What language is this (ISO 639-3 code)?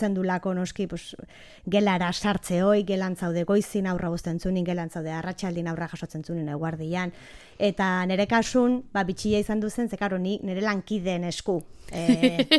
eus